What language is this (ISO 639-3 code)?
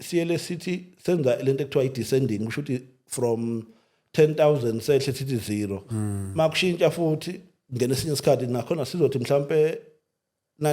zul